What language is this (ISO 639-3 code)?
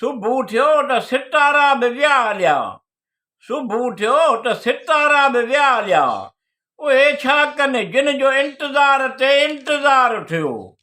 snd